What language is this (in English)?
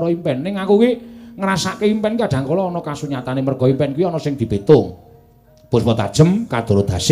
Javanese